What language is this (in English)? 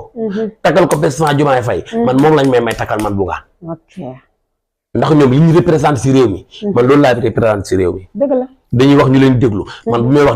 Wolof